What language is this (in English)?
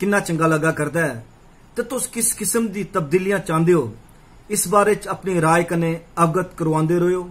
Dogri